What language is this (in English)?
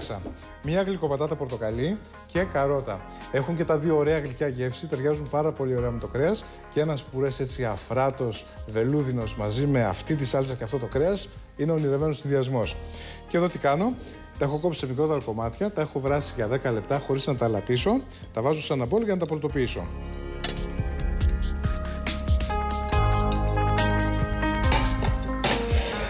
Greek